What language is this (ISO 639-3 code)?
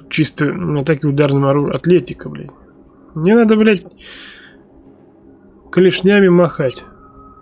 rus